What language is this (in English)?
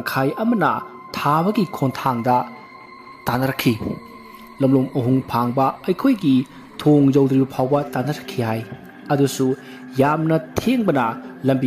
Manipuri